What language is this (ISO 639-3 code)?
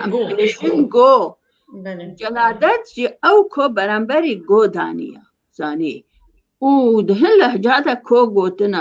kur